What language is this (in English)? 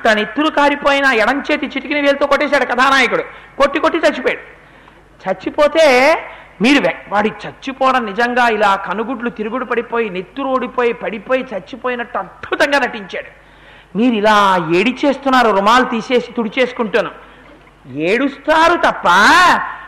Telugu